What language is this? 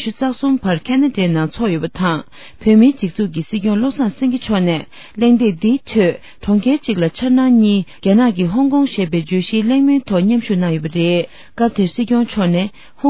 Tibetan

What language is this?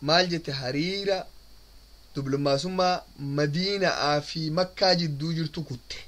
Oromo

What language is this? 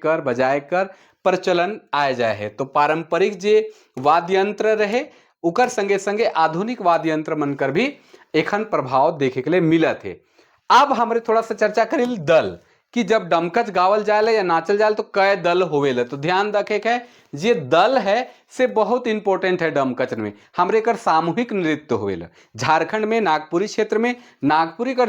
Sadri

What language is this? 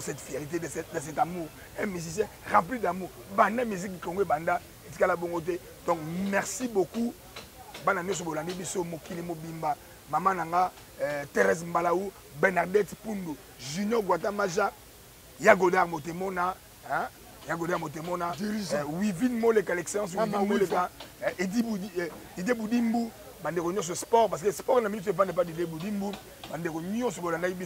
Lingala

